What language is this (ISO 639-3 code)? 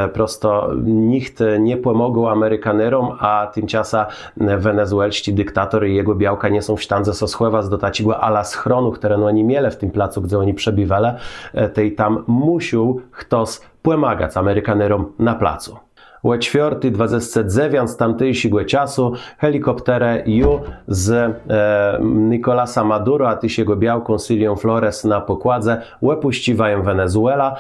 csb